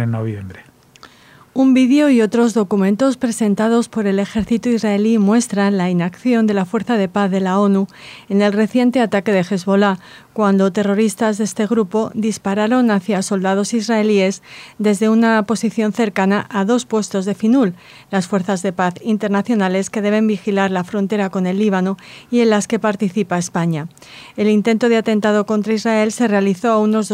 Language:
Spanish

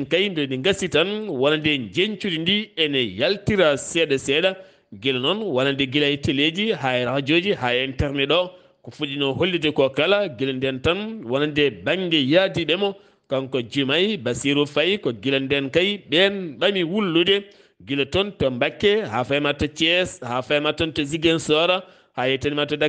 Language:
Fula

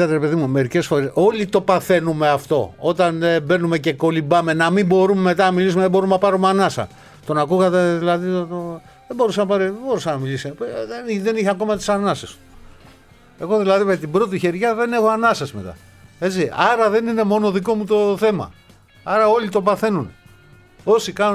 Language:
Greek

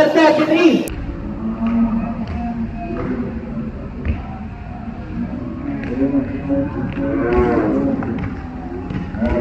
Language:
Filipino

